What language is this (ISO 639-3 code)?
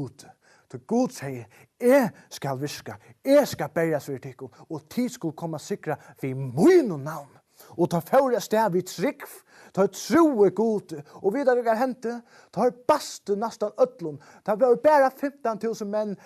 fao